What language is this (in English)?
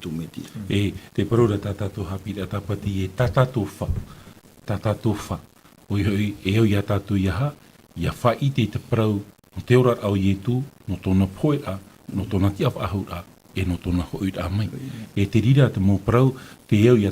Tahitian